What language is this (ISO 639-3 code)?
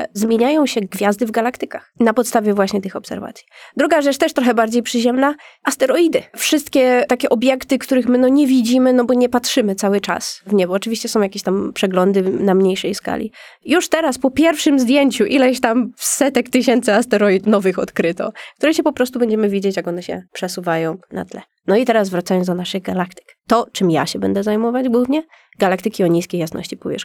pol